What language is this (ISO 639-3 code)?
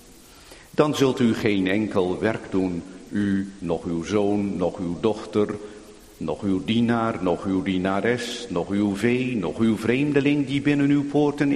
nld